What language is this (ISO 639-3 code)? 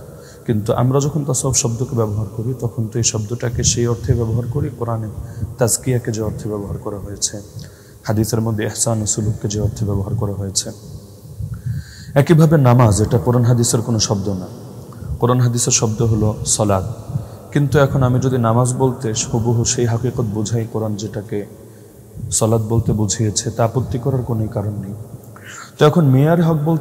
ben